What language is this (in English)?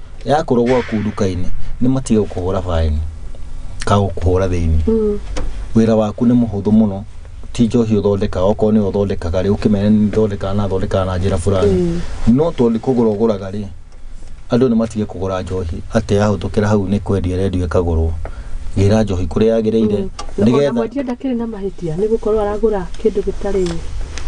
Kikuyu